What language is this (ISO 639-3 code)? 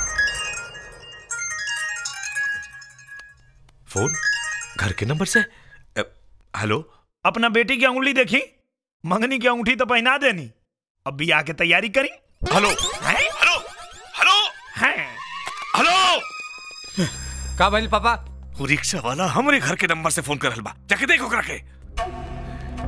bho